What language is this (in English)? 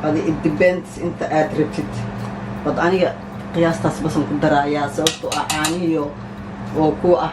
Somali